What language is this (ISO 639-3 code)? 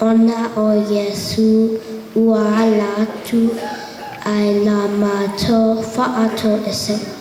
smo